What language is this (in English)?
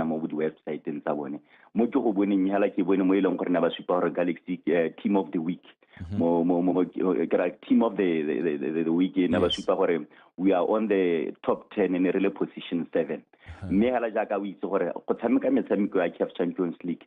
Tswana